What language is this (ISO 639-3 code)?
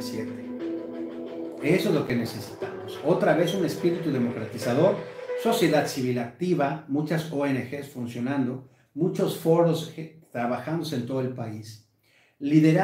spa